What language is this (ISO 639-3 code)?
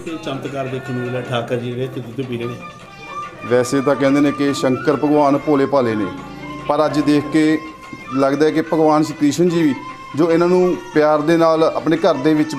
pan